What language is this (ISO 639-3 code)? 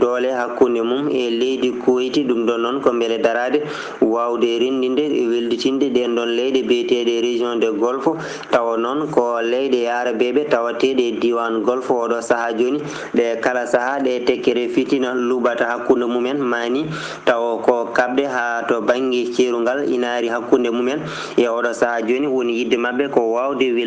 ful